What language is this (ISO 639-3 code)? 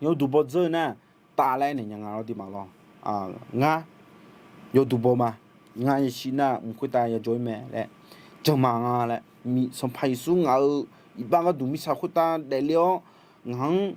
ahk